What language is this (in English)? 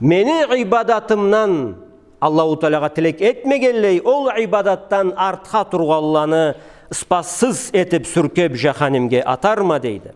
Karachay-Balkar